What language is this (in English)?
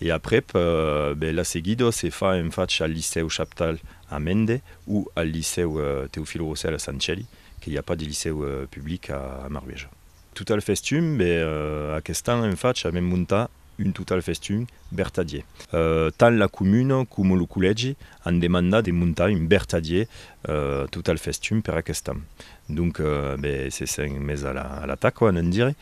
Occitan